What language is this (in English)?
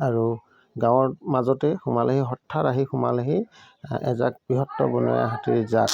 Assamese